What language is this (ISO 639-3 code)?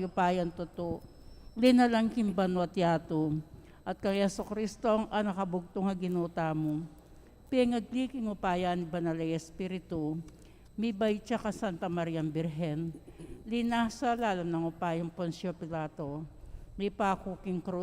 pam